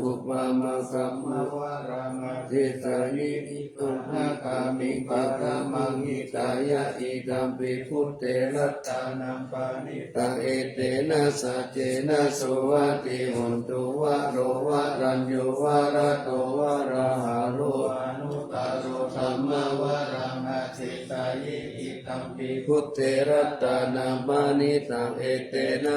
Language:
Pali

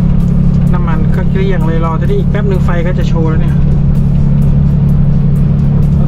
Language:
Thai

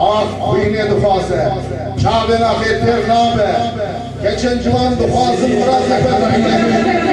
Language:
Kurdish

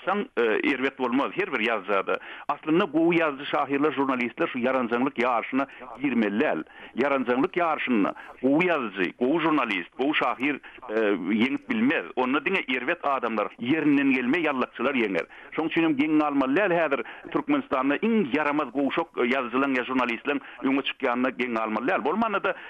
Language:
Turkmen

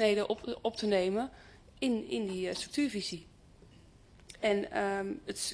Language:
Dutch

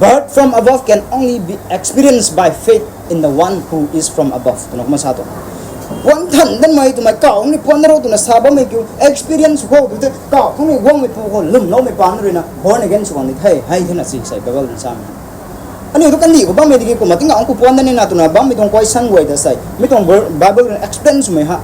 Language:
Rongmei Naga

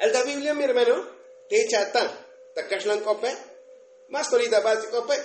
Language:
Tzotzil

